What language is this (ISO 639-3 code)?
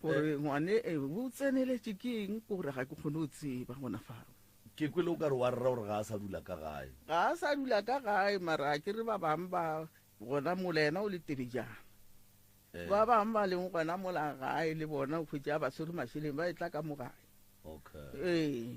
nso